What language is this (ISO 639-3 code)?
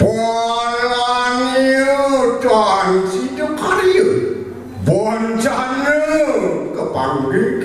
ban